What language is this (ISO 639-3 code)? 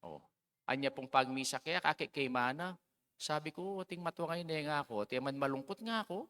pam